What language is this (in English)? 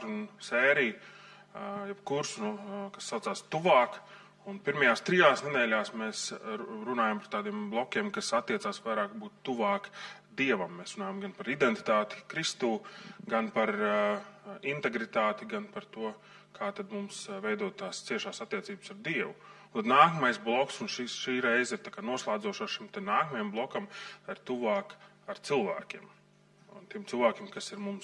Latvian